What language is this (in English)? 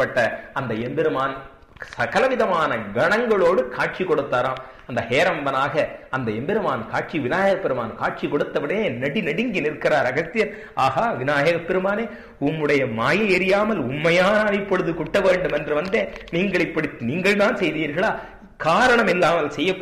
Tamil